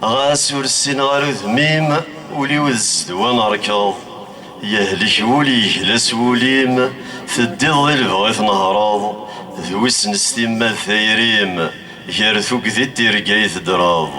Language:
Kabyle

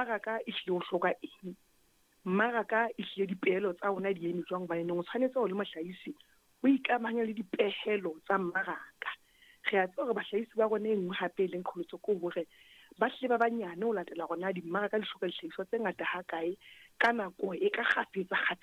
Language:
Southern Sotho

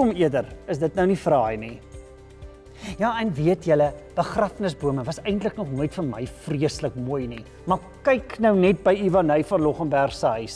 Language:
Afrikaans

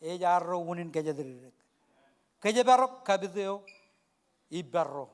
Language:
Marshallese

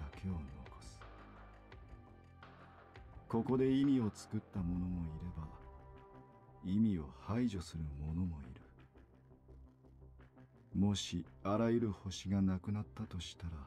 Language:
Japanese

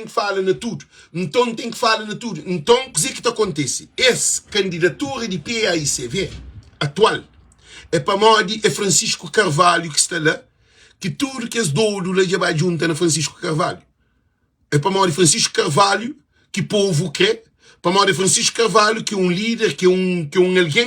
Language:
Kabuverdianu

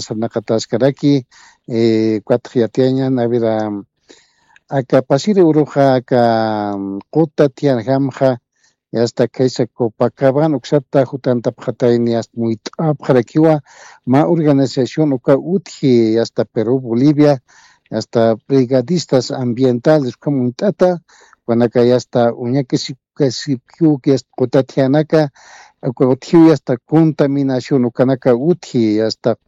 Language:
Aymara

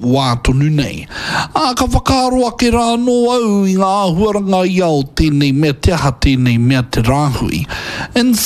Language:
Māori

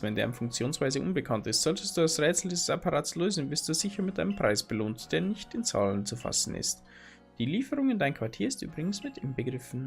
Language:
Bavarian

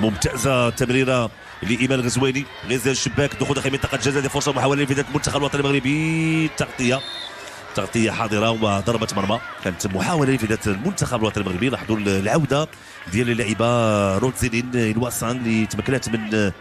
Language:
Moroccan Arabic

